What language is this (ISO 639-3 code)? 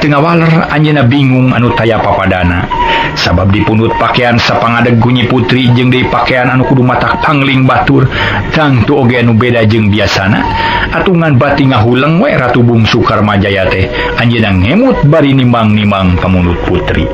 sun